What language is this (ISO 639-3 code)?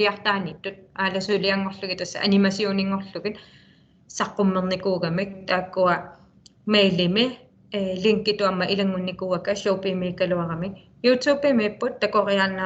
kal